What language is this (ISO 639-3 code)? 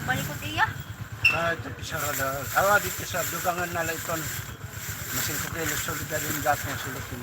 war